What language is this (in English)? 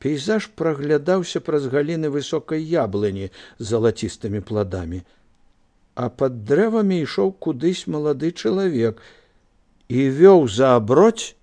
Belarusian